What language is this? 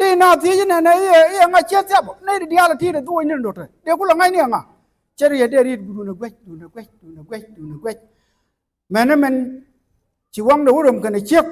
Nuer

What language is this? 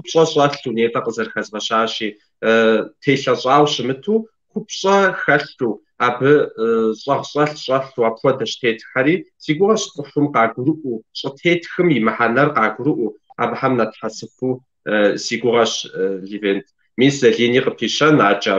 Kabardian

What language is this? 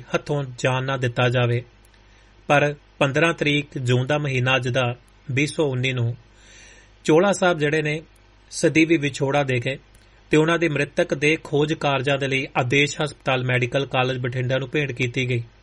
Punjabi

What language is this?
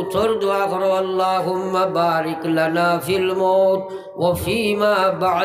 Sylheti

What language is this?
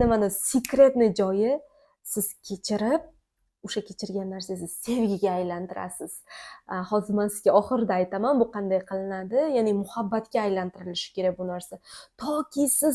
Uzbek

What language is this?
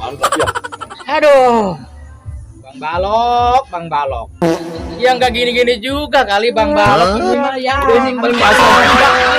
Betawi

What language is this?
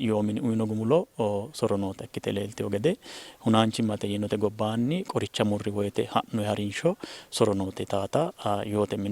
Sidamo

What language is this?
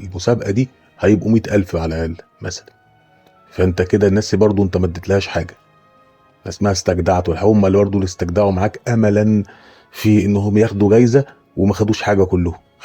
Egyptian Arabic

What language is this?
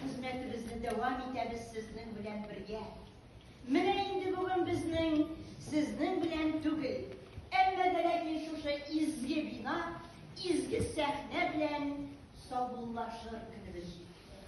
Tatar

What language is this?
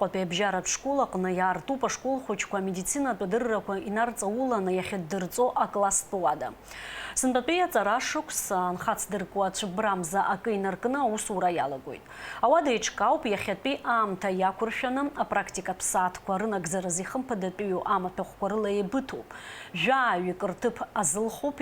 Abkhazian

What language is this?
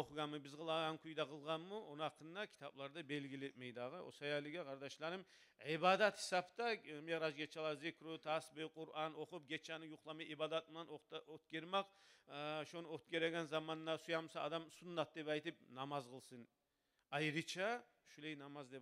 Kumyk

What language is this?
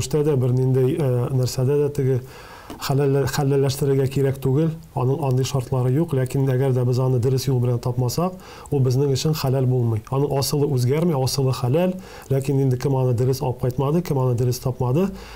Tatar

